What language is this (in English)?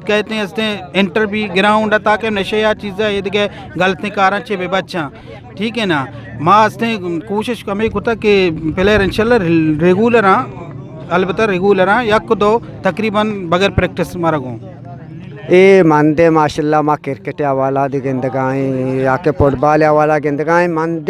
Eastern Balochi